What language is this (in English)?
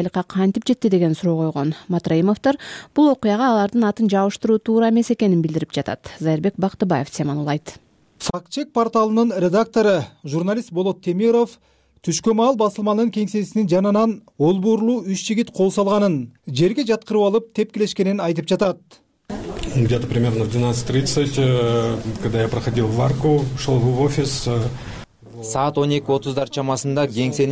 Kyrgyz